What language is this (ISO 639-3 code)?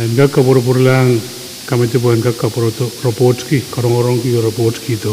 pon